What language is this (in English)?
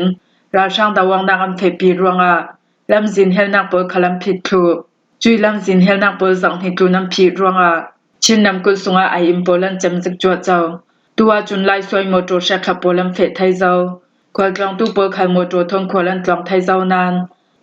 Falam Chin